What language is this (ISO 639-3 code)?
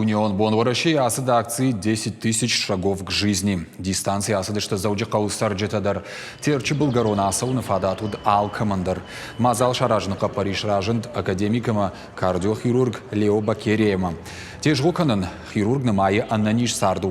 oss